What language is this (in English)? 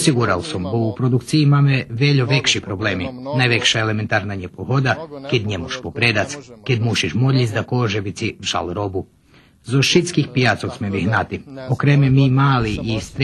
Rusyn